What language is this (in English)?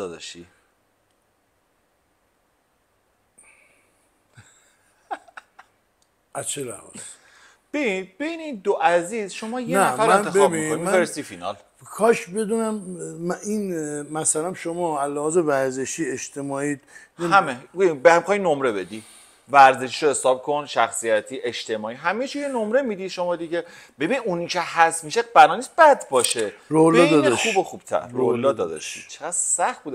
Persian